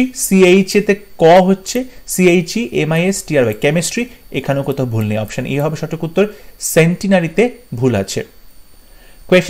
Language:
Bangla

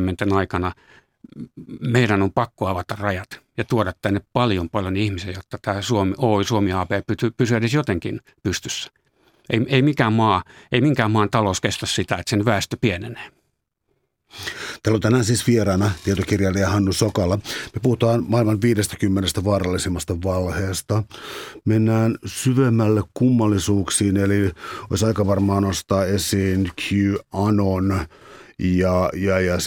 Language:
Finnish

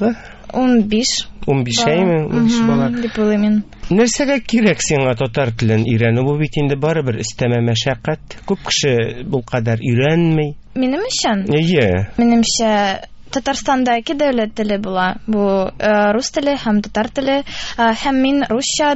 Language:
Tatar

